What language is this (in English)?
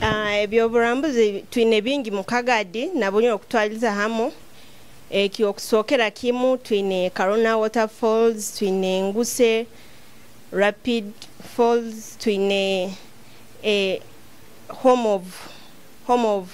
Nyoro